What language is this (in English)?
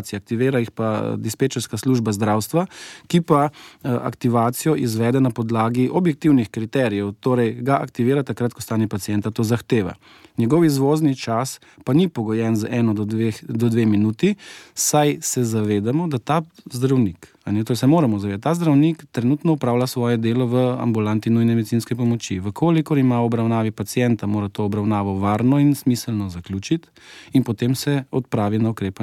Slovenian